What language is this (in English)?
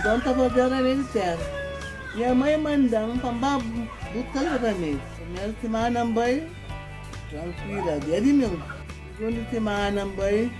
Kabuverdianu